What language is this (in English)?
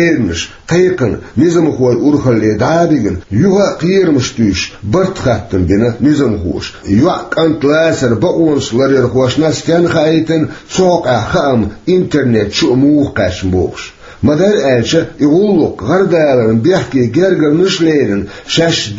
Chechen